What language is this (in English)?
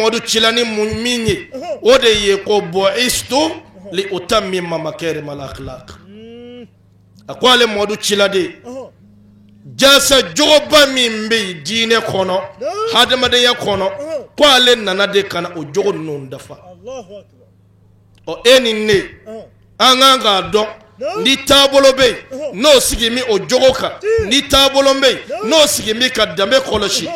Bambara